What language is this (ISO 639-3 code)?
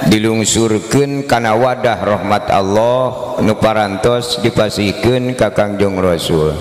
sun